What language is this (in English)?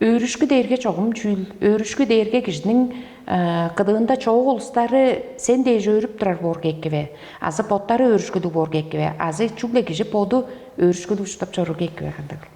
Tuvinian